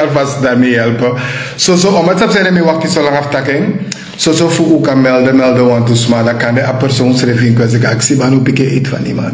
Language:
Sranan Tongo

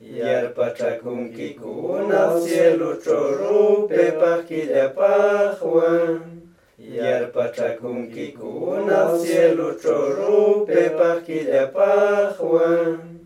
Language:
Quechua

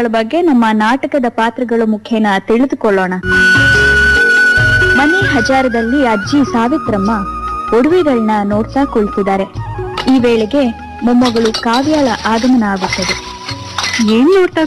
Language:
Kannada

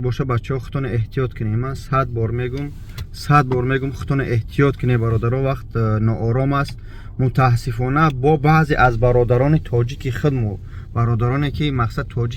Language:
Tajik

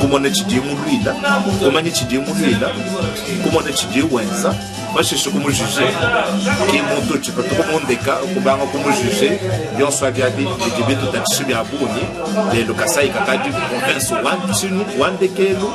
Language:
Luba-Lulua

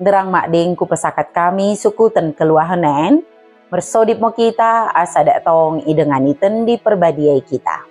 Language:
Batak Dairi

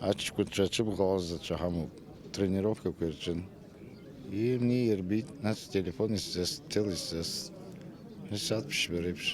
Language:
Abkhazian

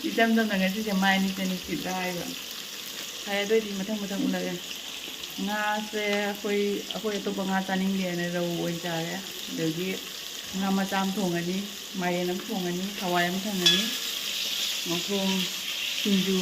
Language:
Manipuri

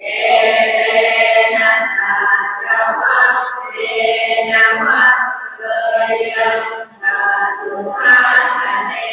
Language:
Pali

